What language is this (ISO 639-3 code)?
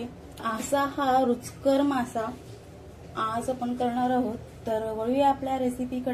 mar